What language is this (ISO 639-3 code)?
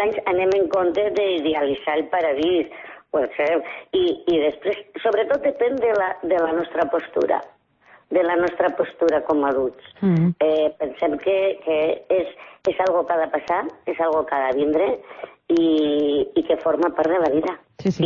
cat